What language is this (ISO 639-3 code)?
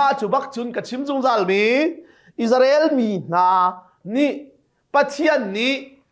cnh